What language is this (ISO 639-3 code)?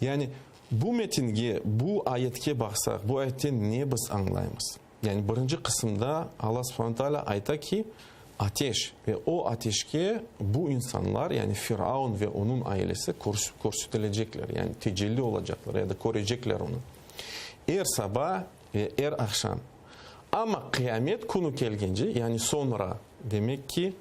crh